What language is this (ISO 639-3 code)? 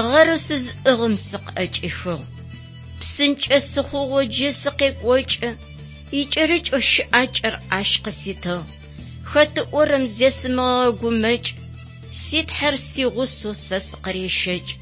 ady